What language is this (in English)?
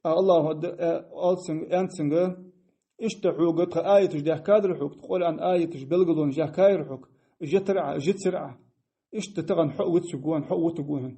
Ingush